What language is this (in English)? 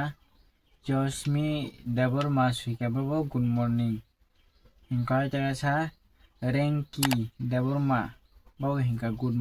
Kok Borok